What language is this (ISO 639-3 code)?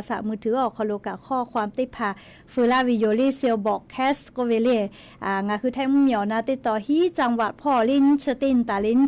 lhu